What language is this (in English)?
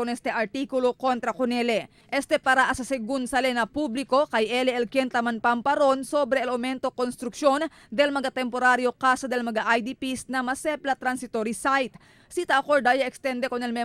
Chavacano